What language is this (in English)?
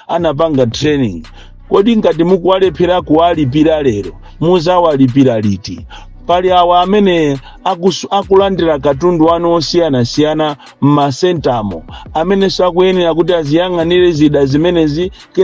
Nyanja